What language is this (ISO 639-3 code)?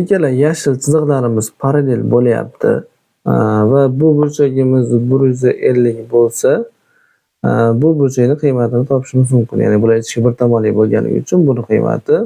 uzb